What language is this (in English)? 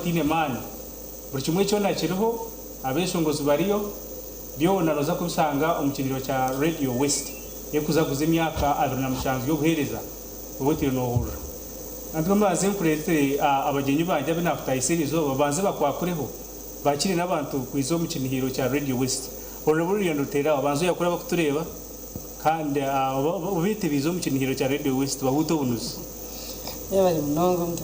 Nyankole